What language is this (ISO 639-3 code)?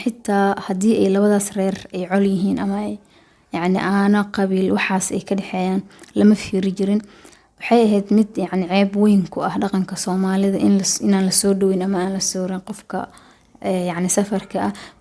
som